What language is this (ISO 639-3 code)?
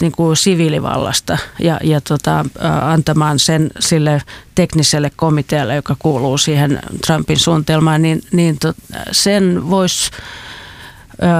fin